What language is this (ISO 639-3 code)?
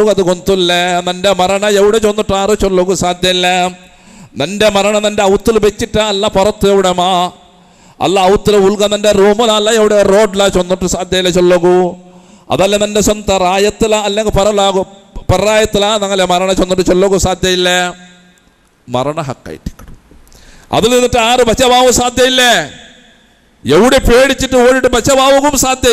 mal